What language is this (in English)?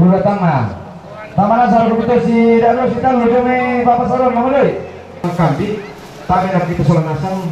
Toraja-Sa'dan